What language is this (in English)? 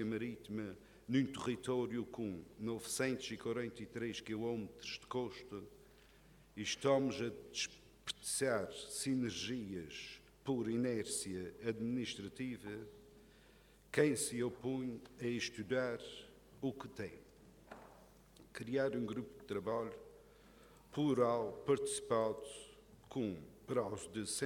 Portuguese